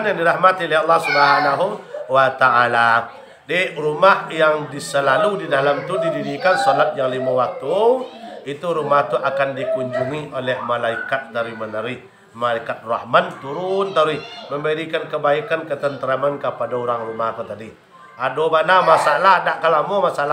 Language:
Minangkabau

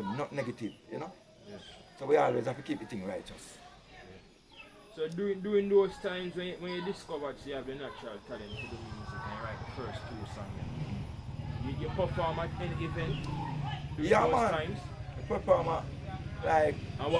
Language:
Jamaican Creole English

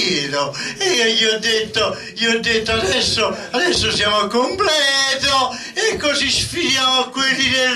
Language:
Italian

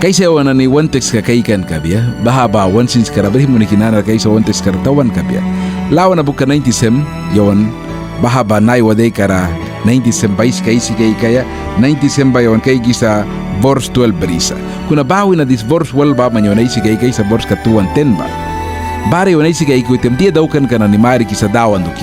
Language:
Mískito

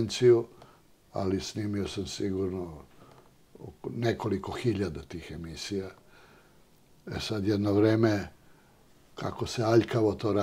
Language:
Serbian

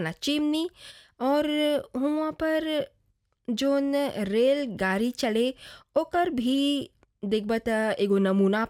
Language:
Bhojpuri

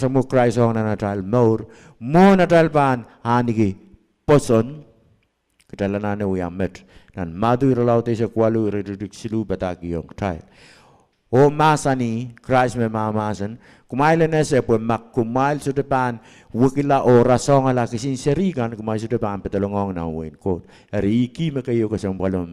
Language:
Pohnpeian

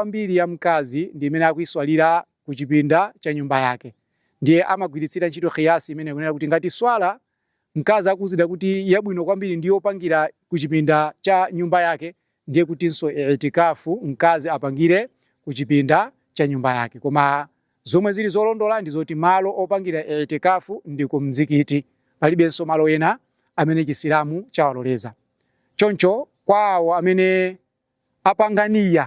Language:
Nyanja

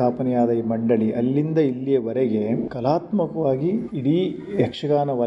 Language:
Kannada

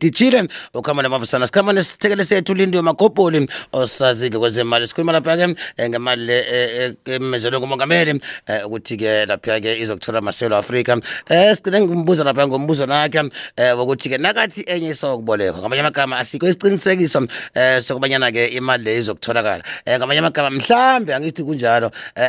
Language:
South Ndebele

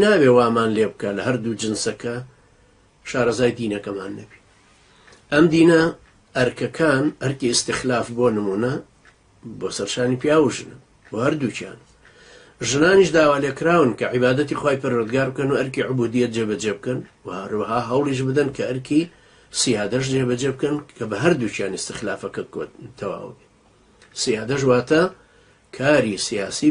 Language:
Central Kurdish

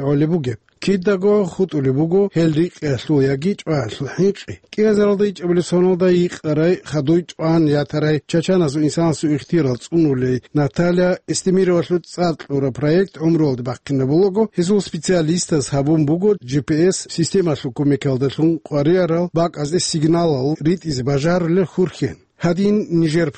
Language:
Avaric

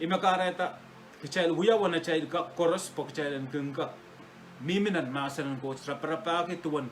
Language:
Pohnpeian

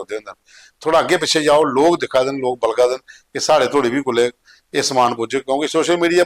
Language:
Dogri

